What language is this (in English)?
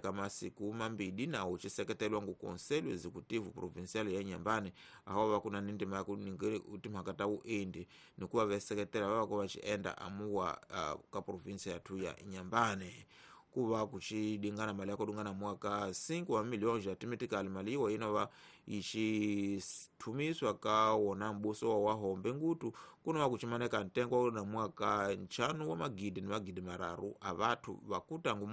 Tsonga